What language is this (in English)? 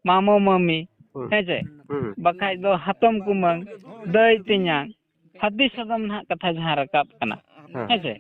Santali